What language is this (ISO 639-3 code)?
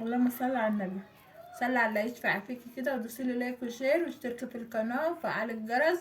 arz